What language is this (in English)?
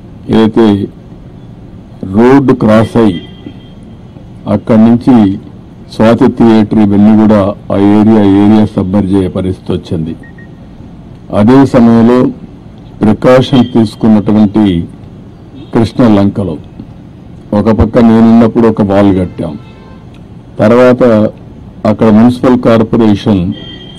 Telugu